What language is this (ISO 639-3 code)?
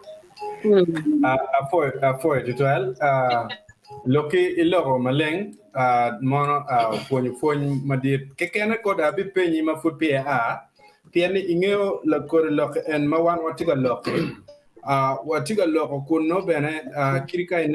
ach